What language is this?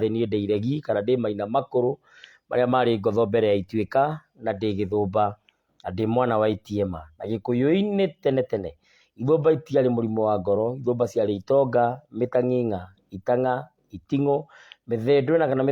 Kikuyu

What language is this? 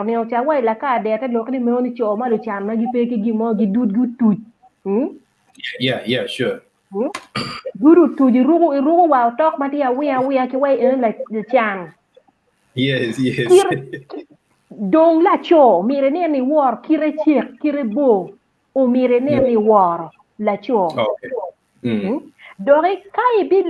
Acoli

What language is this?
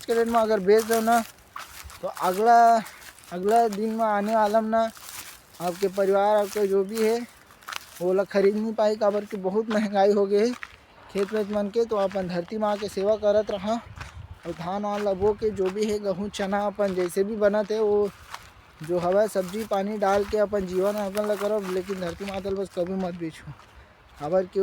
Chhattisgarhi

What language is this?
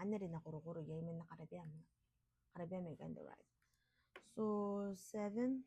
Gilbertese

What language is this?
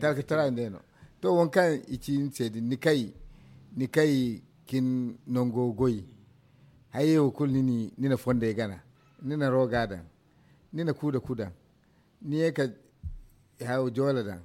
Zarma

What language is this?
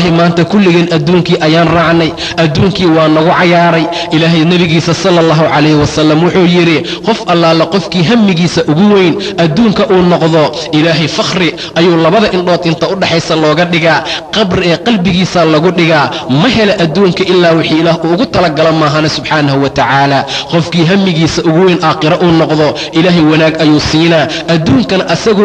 Somali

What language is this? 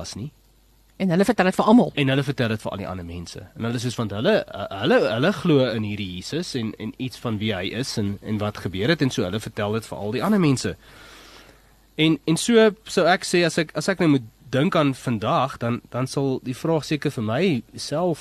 Afrikaans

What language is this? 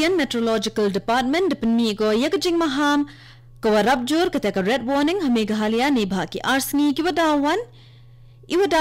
Khasi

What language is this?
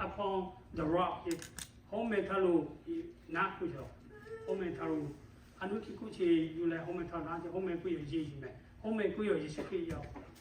Lahu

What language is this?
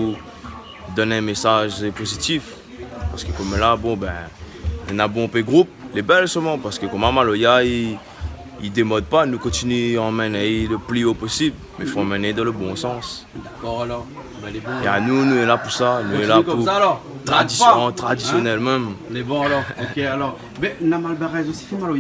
Réunion Creole French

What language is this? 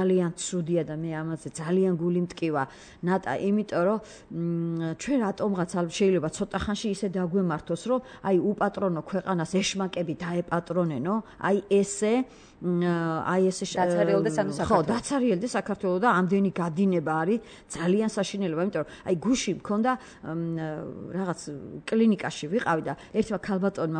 Georgian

